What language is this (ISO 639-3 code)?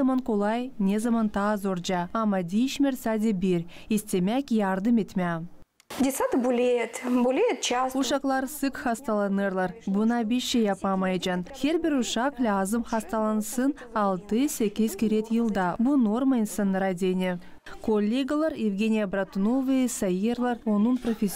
gag